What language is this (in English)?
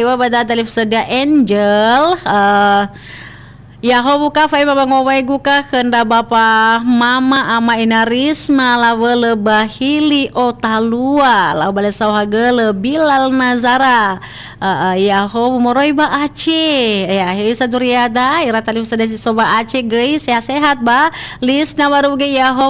Nias